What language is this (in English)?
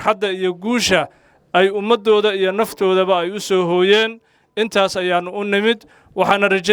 Somali